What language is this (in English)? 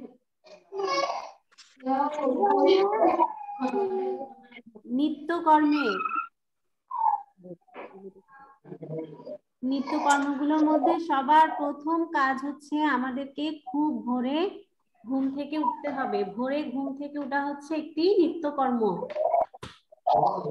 Bangla